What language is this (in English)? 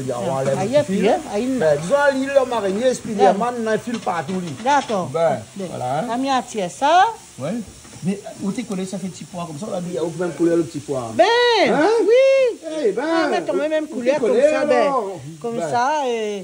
Réunion Creole French